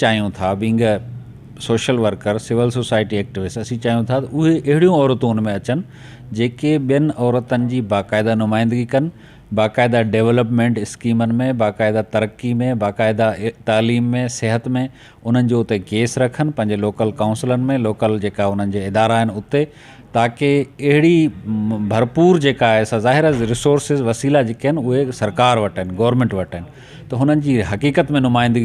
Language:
Sindhi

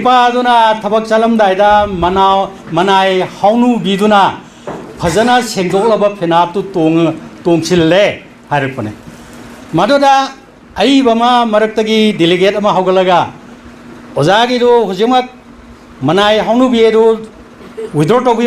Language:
Manipuri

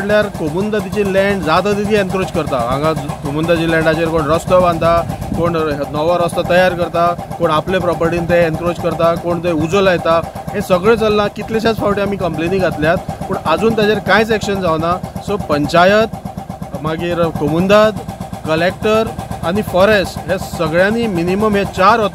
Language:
Konkani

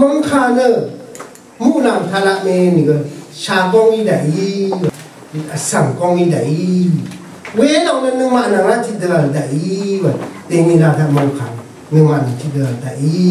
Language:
Rawang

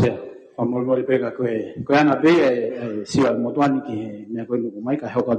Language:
Tongan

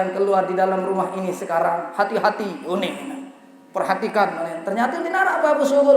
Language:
Sasak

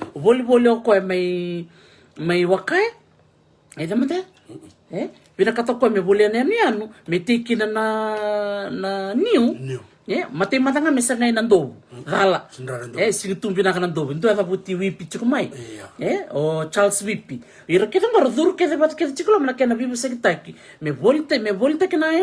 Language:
Fijian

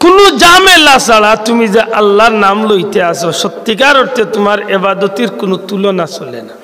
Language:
Sylheti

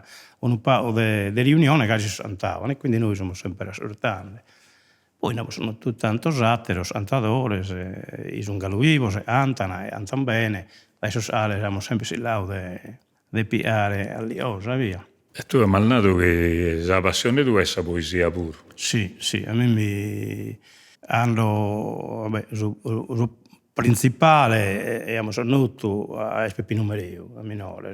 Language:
Sardinian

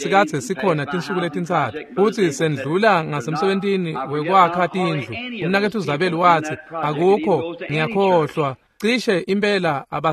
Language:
Swati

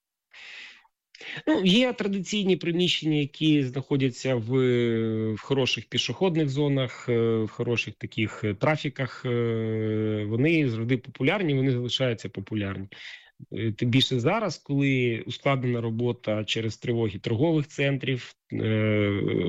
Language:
Ukrainian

